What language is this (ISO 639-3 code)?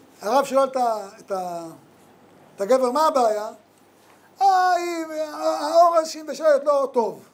heb